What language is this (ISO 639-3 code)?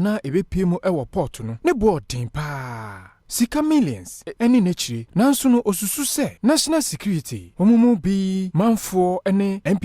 aka